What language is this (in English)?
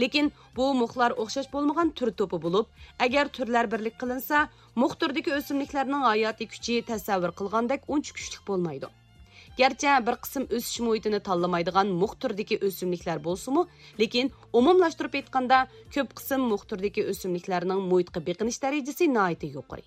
Uyghur